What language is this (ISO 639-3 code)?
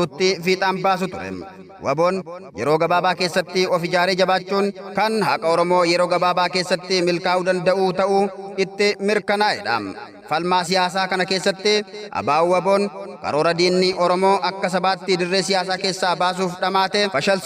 orm